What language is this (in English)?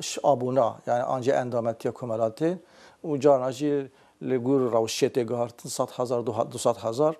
Kurdish